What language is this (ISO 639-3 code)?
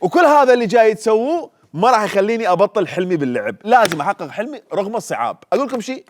acm